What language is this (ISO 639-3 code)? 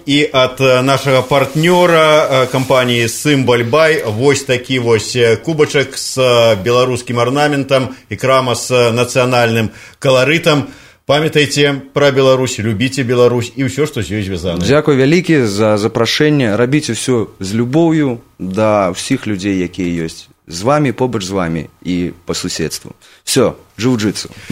bel